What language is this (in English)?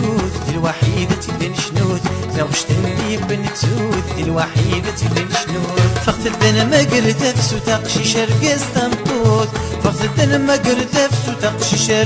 Kabyle